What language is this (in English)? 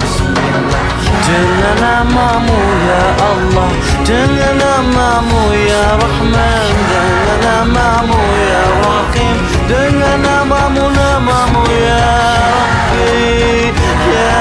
Betawi